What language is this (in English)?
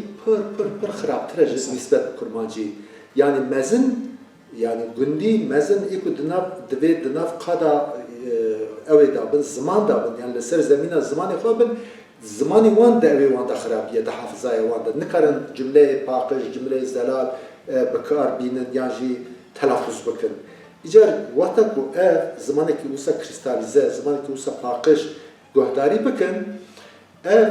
Kurdish